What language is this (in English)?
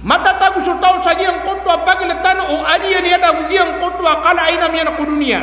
Maranao